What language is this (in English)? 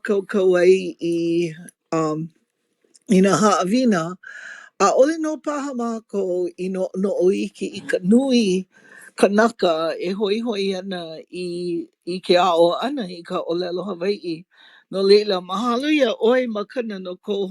Hawaiian